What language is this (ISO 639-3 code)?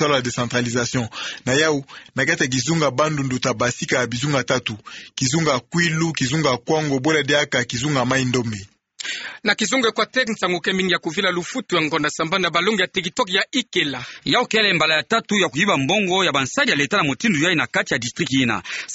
ktu